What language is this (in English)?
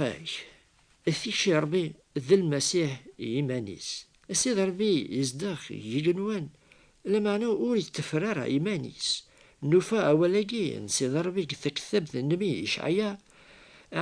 Kabyle